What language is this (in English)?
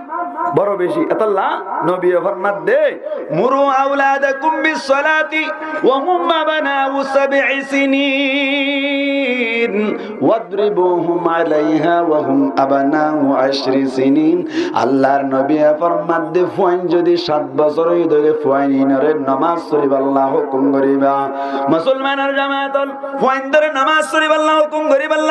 Rohingya